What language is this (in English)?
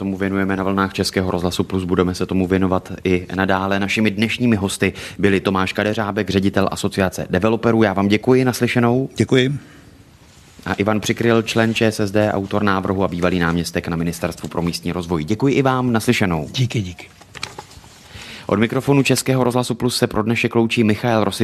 Czech